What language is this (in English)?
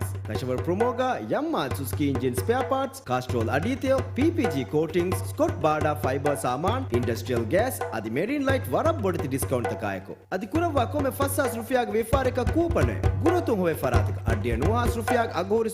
Divehi